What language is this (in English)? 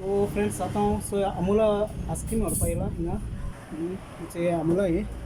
Konkani